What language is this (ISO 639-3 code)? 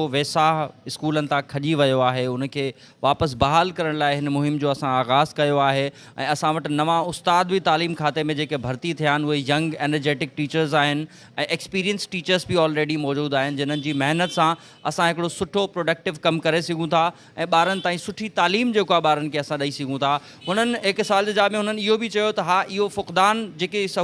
snd